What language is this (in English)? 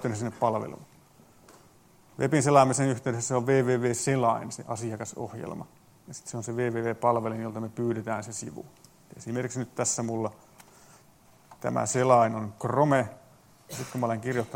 Finnish